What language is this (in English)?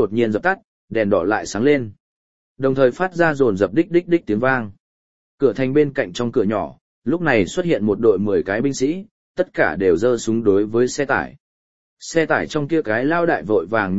Vietnamese